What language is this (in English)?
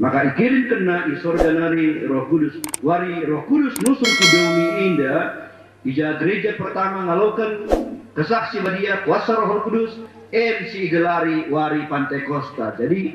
Batak Karo